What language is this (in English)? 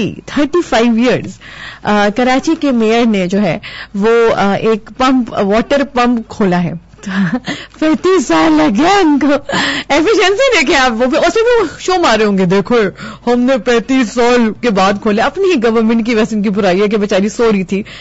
Urdu